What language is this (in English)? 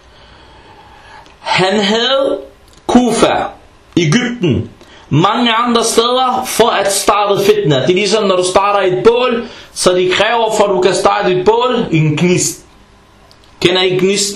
Danish